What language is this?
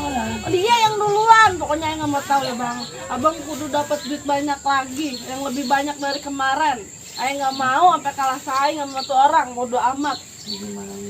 Betawi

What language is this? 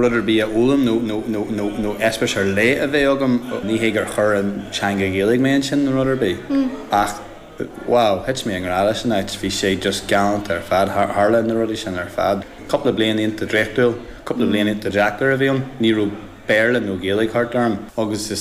Irish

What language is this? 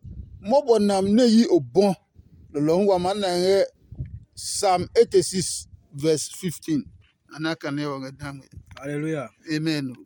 Adangme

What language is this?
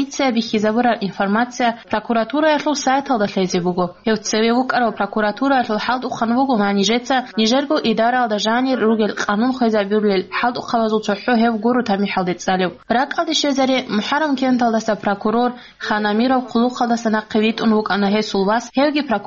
Avaric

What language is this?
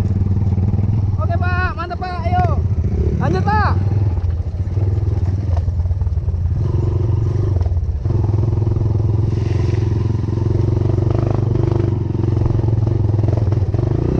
Indonesian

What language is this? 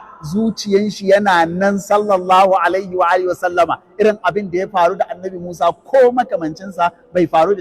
Hausa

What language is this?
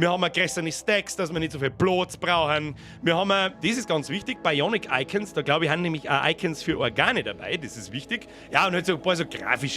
Bavarian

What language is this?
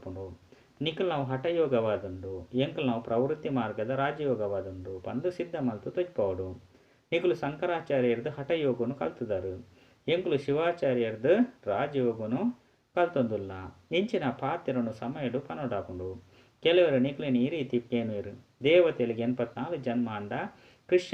Tulu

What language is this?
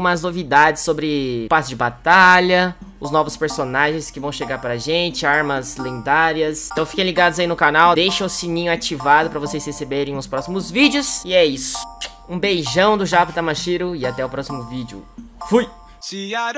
Portuguese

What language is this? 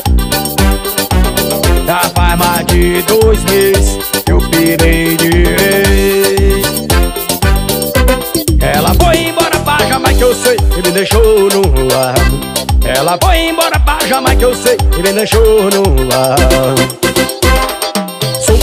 Portuguese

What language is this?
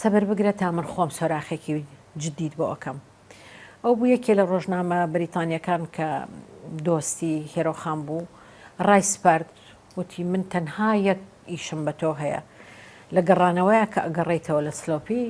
Central Kurdish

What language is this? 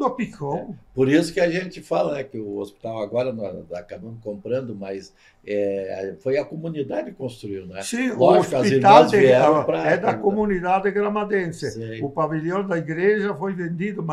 Portuguese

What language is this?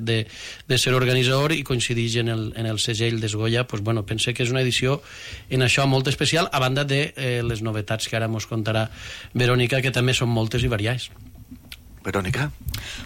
Catalan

